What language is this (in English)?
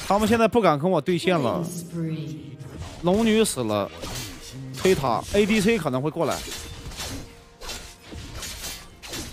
Chinese